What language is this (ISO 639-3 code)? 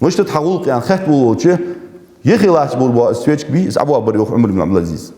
inh